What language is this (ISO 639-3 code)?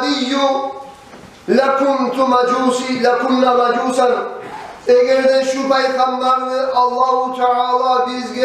kum